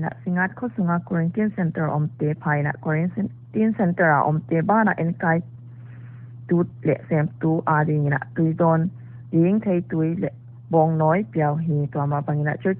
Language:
Paite Chin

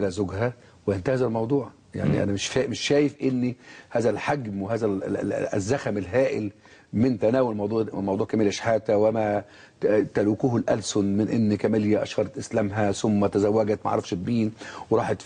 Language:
Egyptian Arabic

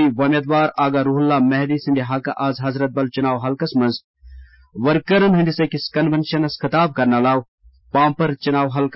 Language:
Kashmiri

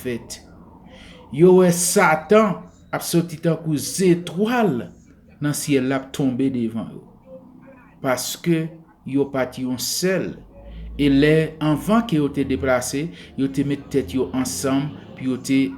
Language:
Haitian Creole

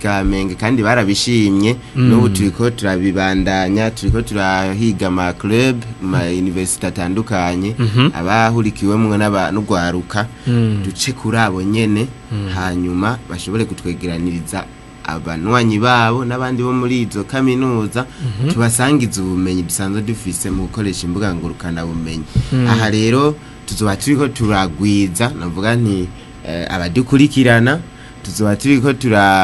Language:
Rundi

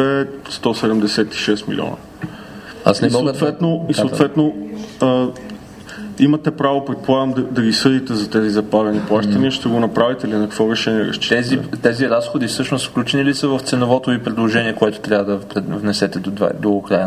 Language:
Bulgarian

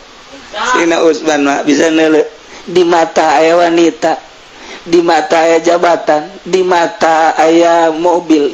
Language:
Sundanese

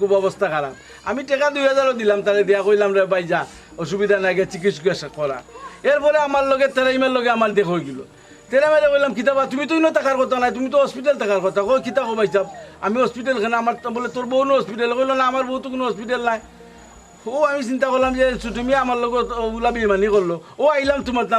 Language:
Sylheti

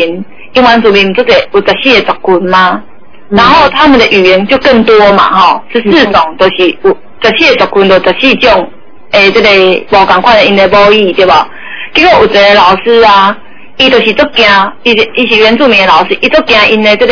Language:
Chinese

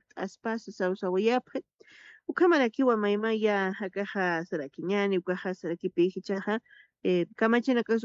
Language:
Aymara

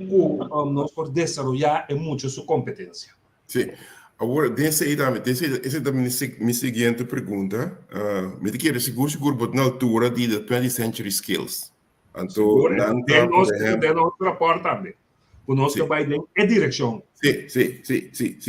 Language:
Papiamento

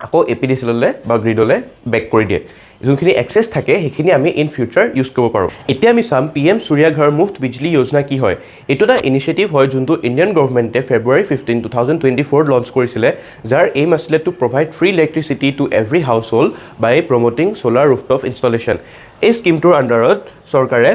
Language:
Assamese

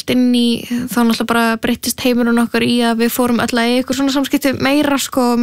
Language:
Icelandic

